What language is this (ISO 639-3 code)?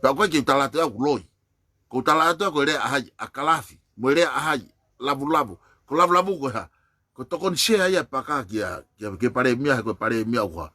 ton